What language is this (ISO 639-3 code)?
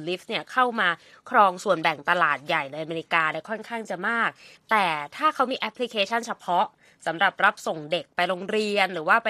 tha